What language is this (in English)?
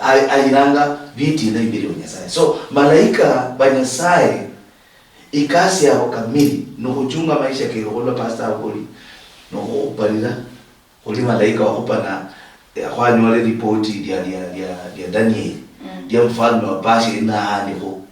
Luyia